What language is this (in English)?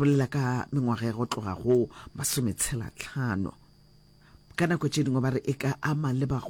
Northern Sotho